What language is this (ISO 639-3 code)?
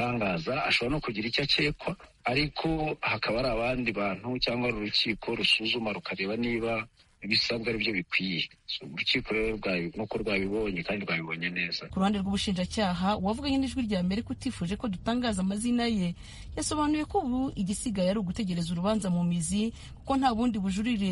kin